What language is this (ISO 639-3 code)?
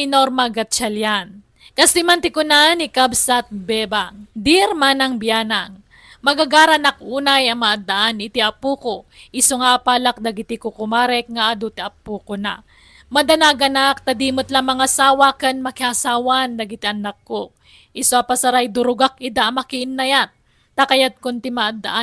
ilo